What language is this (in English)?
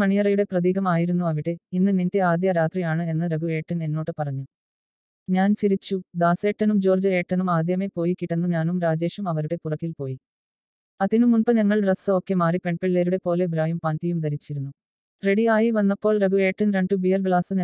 Malayalam